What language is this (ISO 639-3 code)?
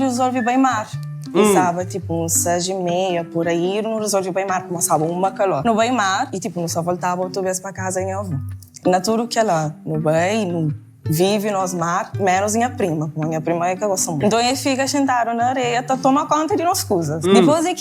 kea